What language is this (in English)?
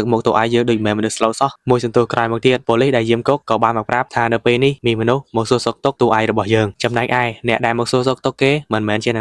Khmer